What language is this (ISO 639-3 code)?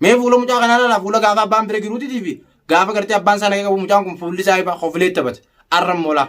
orm